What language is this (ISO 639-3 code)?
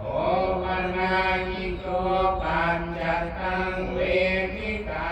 pli